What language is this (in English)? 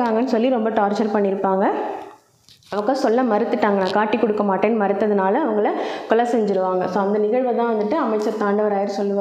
Tamil